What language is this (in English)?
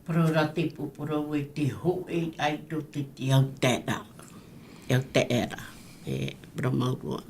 Tahitian